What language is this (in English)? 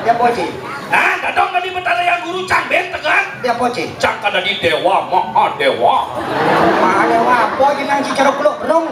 Balinese